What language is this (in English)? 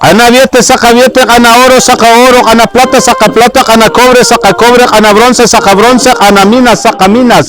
Poqomchi'